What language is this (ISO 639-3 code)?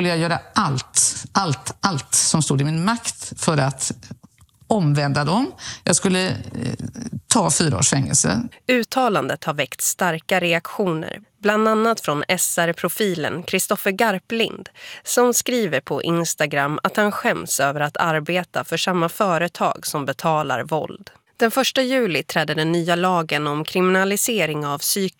swe